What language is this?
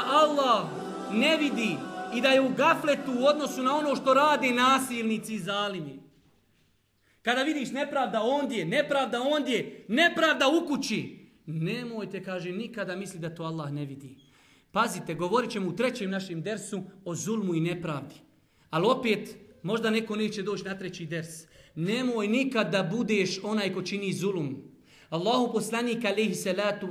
Bosnian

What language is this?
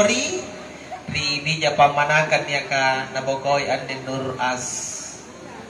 Makasar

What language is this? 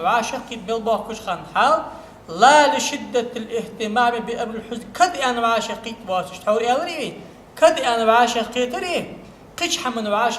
Ingush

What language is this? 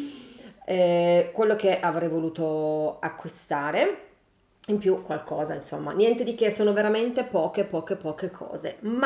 Italian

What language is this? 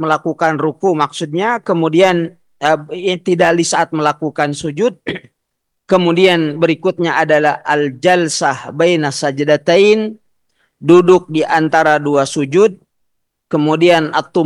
Indonesian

